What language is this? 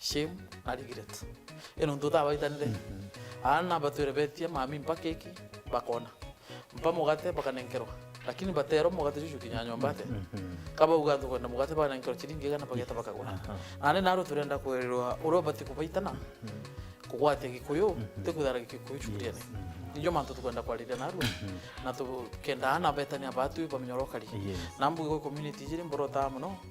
Meru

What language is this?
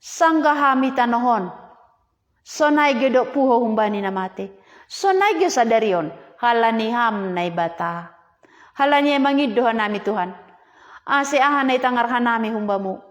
Batak Simalungun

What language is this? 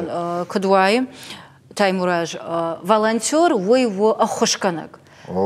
Ossetic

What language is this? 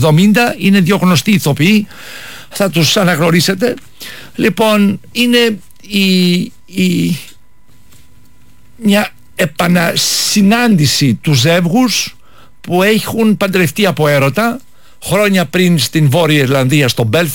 Greek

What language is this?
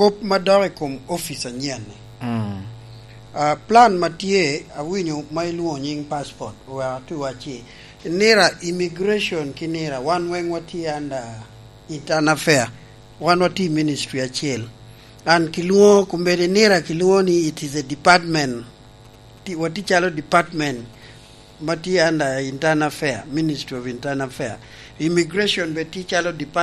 Lango (Uganda)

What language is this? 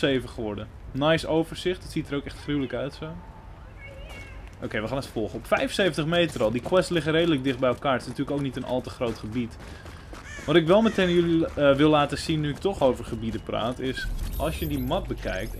Dutch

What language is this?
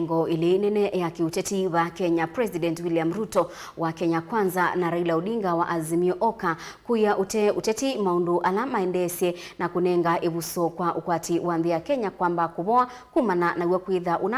Kamba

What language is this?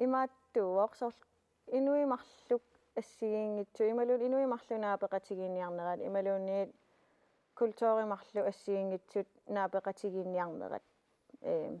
Kalaallisut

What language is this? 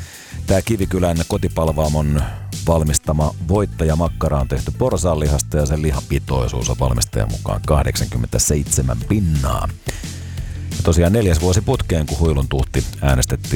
Finnish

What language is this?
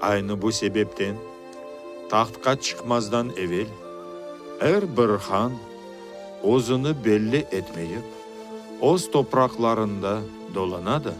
Crimean Tatar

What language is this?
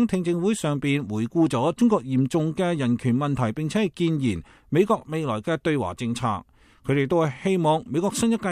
Cantonese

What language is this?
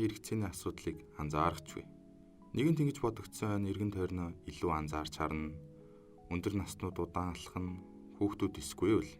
Mongolian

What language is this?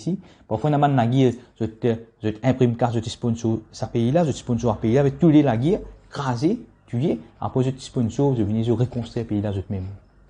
Morisyen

